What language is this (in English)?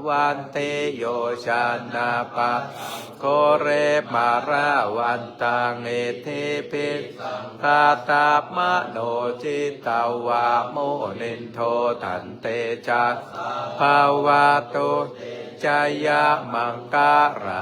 Pali